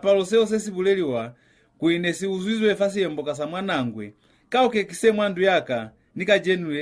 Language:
Lozi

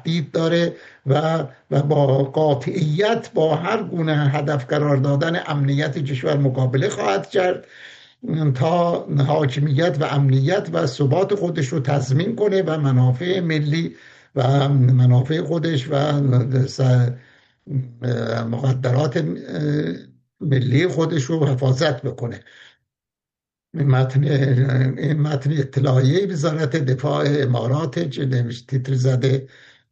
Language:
Persian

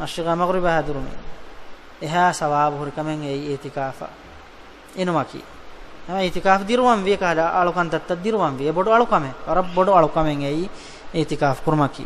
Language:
Divehi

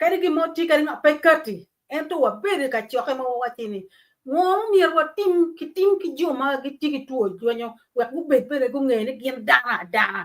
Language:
Acoli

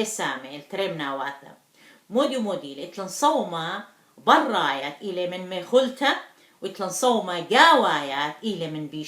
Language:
Assyrian Neo-Aramaic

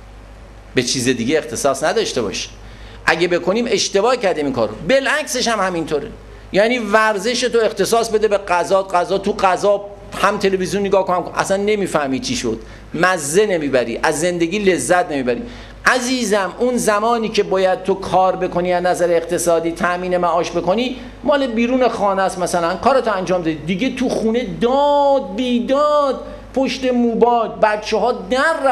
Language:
Persian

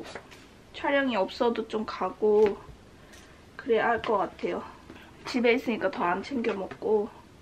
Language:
Korean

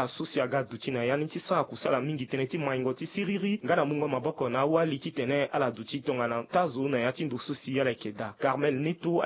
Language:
Sango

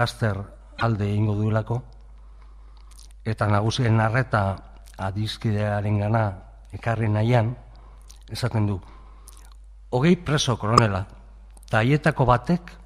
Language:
Basque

